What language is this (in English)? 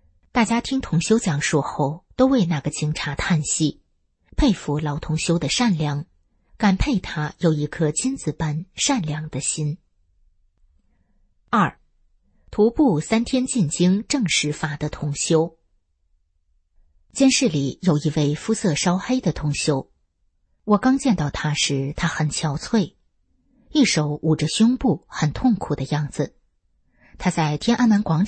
Chinese